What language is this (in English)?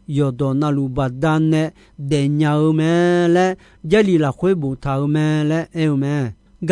Akha